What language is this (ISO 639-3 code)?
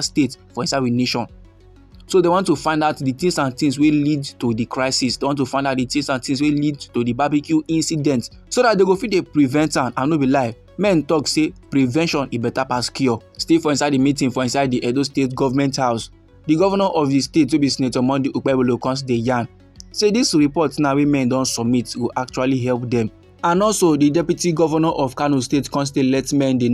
pcm